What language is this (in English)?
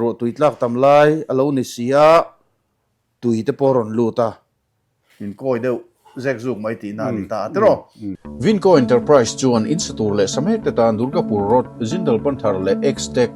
Mizo